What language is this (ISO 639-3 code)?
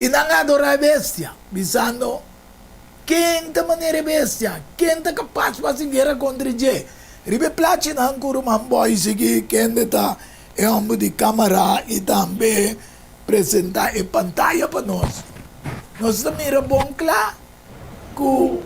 pap